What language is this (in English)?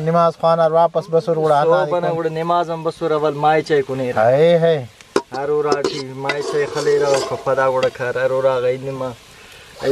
Brahui